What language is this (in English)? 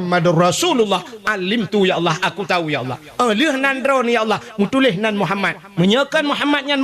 Achinese